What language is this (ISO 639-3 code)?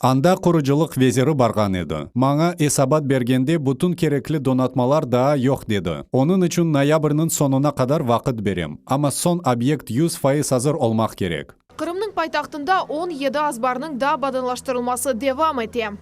crh